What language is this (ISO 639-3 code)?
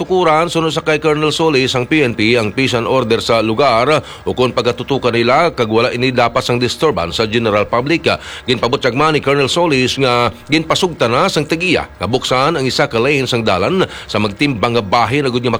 hil